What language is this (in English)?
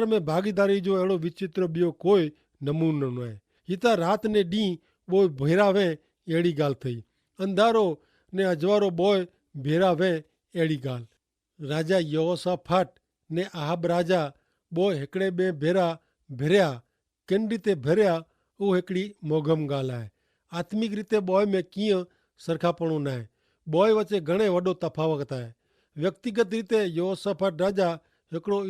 Kachhi